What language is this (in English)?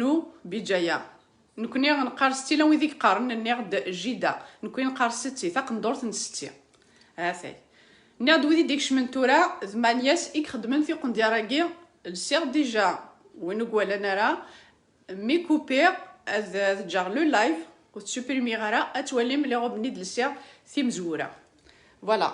Kabyle